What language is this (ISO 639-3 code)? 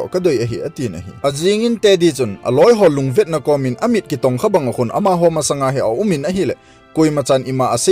tcz